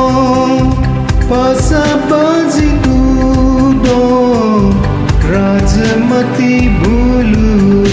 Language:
Newari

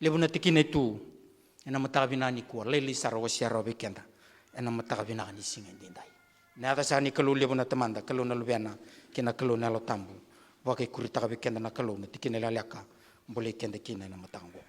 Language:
Fijian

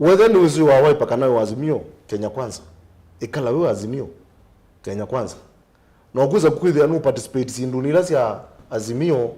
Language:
Kamba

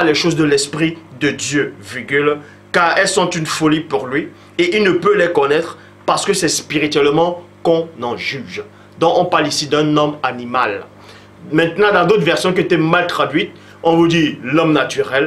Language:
French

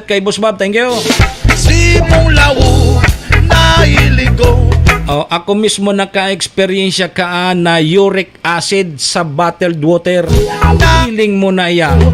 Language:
Bikol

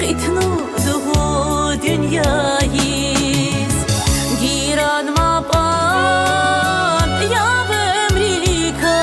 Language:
Tabassaran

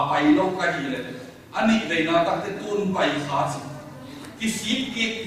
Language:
Tedim Chin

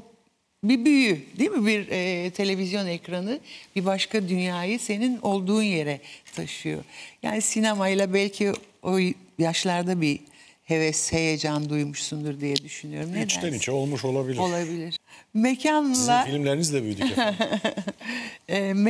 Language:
Turkish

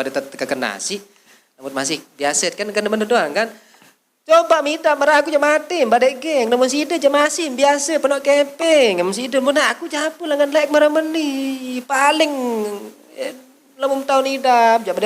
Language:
Sasak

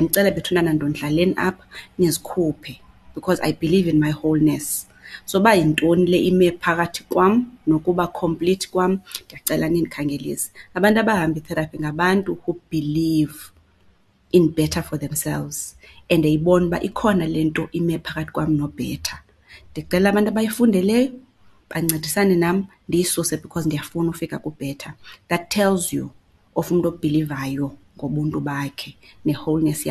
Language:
Xhosa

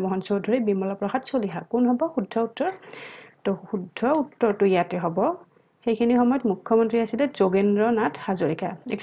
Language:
Assamese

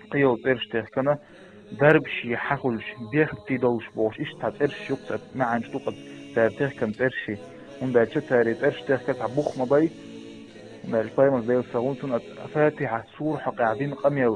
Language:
Chechen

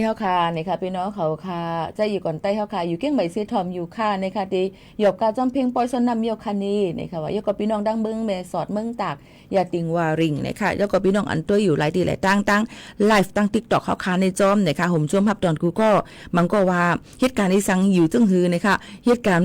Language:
Shan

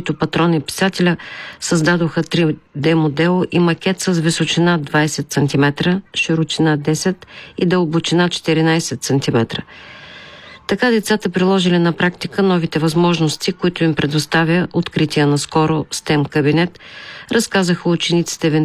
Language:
Bulgarian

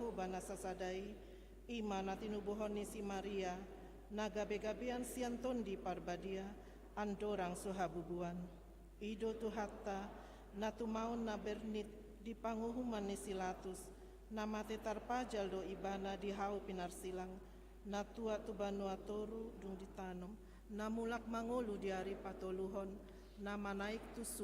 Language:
Batak Toba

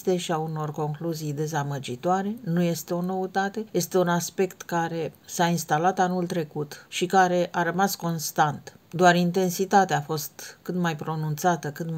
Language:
Romanian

